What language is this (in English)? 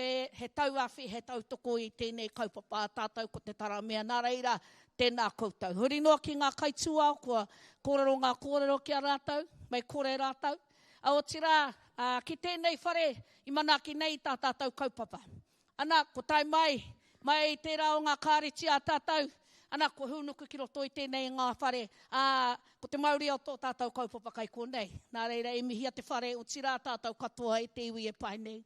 Māori